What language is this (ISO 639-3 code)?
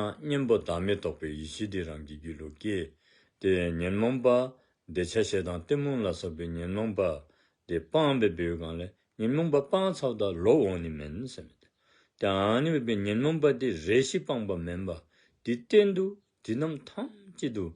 dzo